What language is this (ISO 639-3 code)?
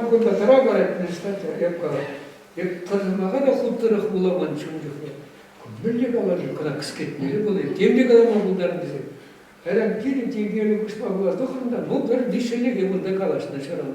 chv